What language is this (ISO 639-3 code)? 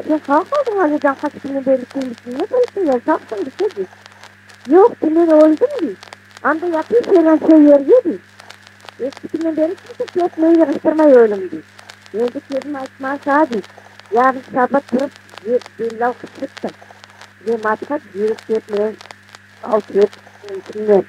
crh